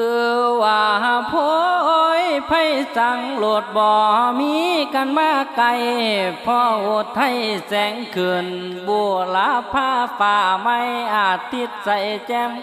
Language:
Lao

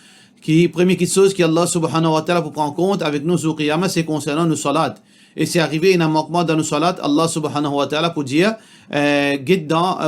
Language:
Morisyen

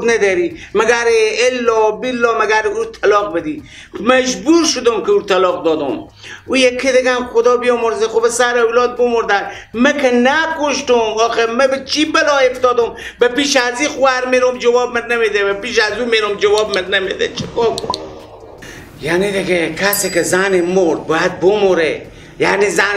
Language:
Persian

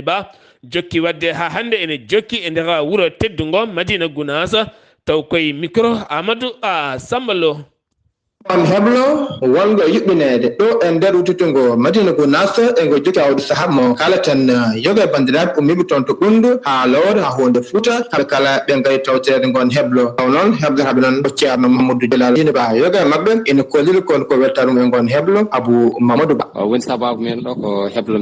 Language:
Fula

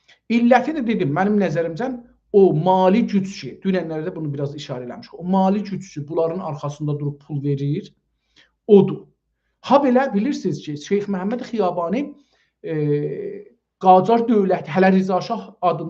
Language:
South Azerbaijani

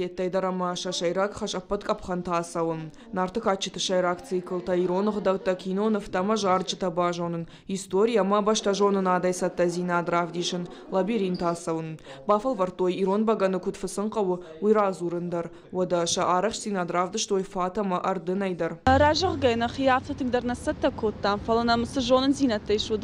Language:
Ossetic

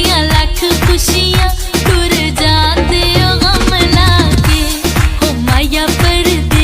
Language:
Pahari-Potwari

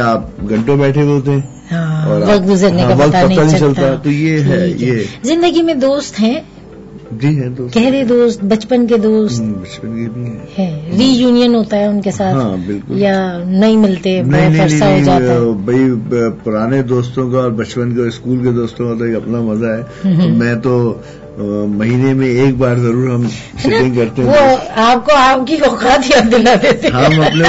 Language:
Urdu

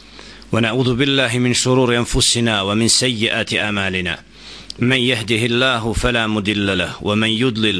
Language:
Bosnian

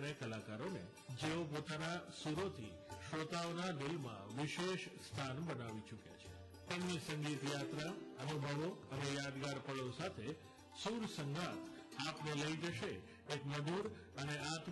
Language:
Gujarati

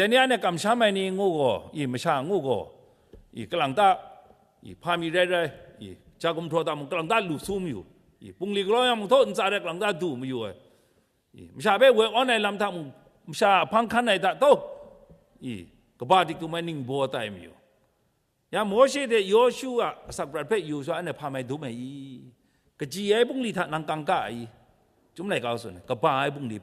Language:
Kachin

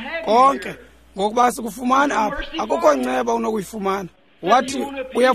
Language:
Xhosa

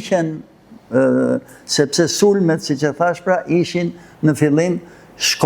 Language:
Albanian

